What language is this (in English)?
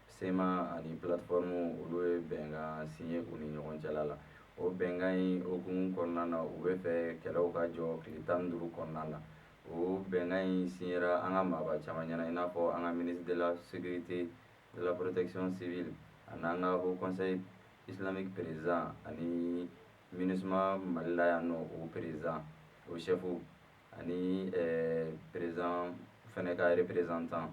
Bambara